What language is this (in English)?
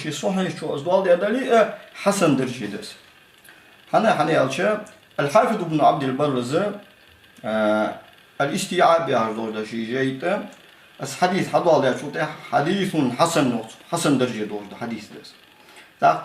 Ingush